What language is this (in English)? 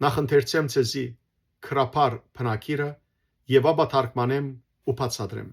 Western Armenian